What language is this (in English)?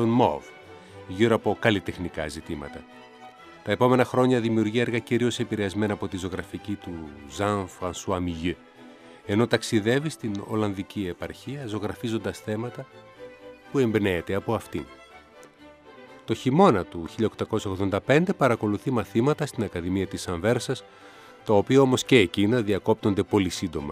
Greek